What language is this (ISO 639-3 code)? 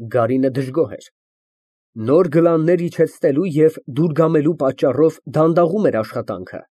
hye